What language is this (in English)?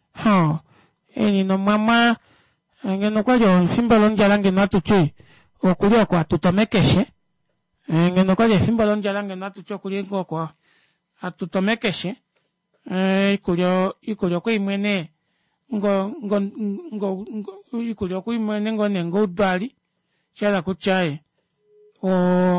Kuanyama